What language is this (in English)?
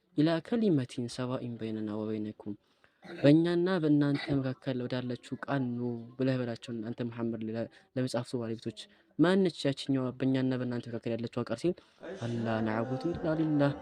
Amharic